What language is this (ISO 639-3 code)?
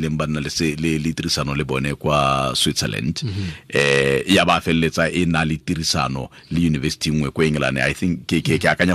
tsn